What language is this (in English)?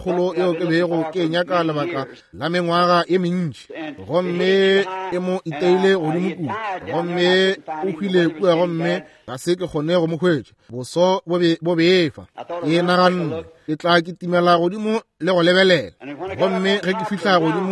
Northern Sotho